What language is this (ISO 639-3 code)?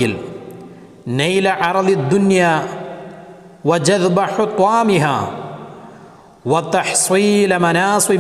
mal